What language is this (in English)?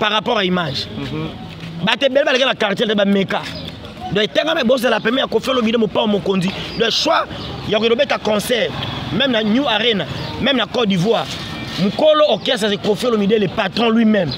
Lingala